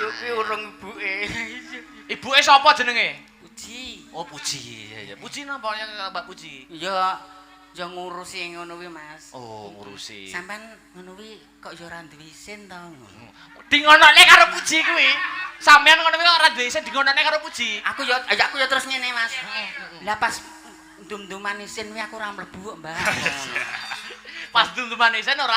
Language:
Javanese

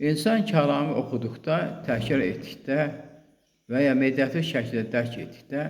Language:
Azerbaijani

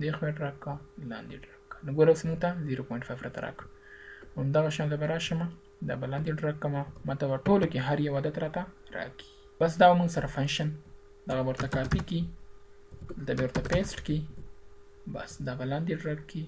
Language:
Pashto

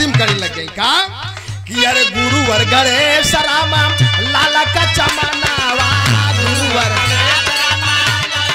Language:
Bhojpuri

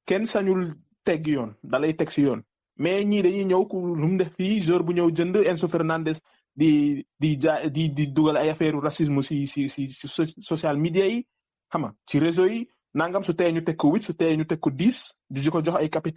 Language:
Wolof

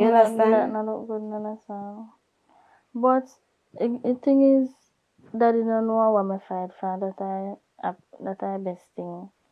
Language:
Jamaican Creole English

